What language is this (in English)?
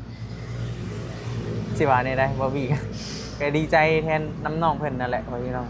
Northeastern Thai